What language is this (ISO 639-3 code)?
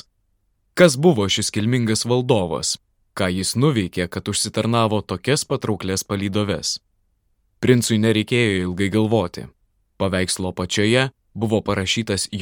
lit